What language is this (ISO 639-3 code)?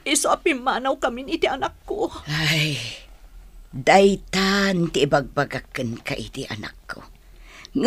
ilo